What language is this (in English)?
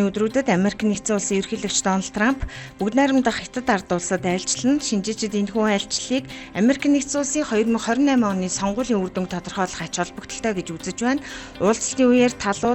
Mongolian